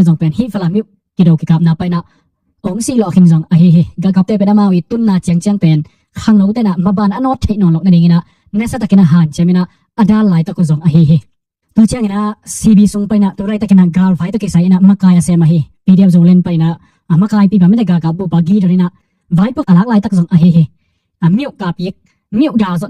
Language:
Tedim Chin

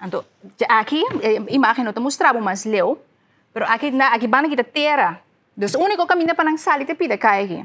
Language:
Papiamento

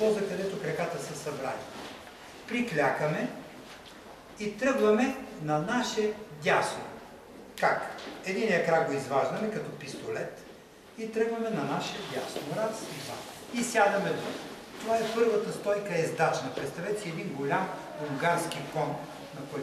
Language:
Bulgarian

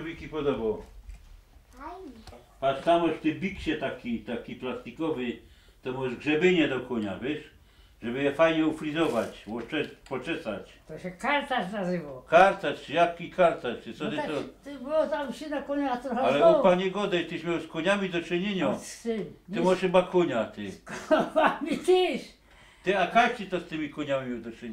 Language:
Silesian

